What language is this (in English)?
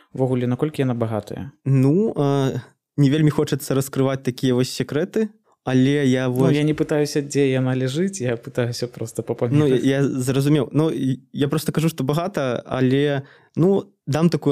Belarusian